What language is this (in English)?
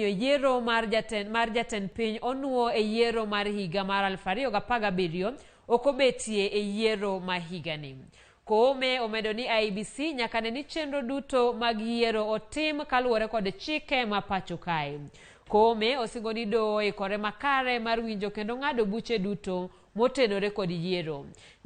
Luo (Kenya and Tanzania)